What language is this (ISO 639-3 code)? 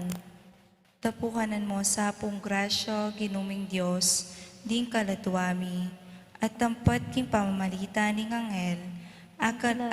pam